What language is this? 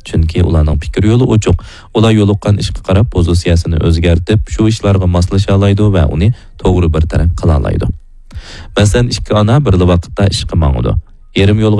Uyghur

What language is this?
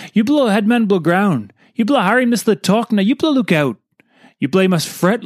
Tok Pisin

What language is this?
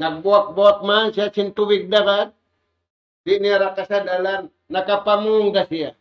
Tausug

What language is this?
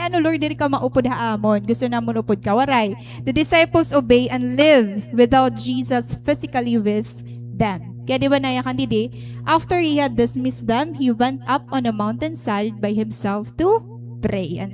Waray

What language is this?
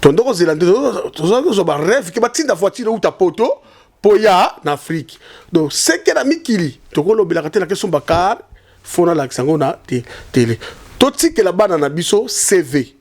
Lingala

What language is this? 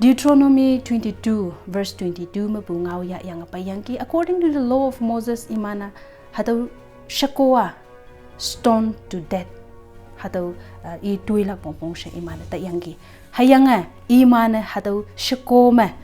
Konyak Naga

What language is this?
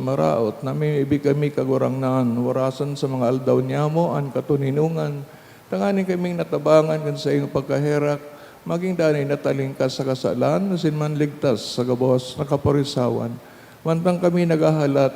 Bikol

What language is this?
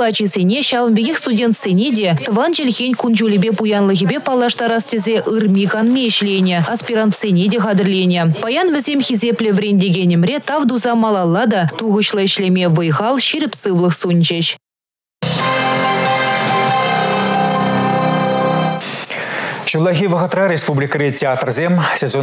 Chuvash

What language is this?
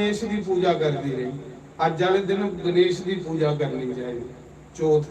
Dogri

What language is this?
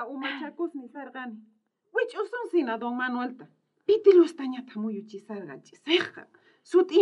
South Bolivian Quechua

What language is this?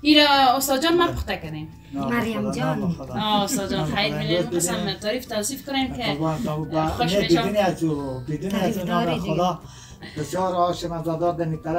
Persian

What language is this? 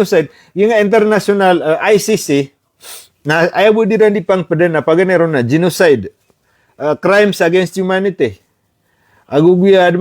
Maranao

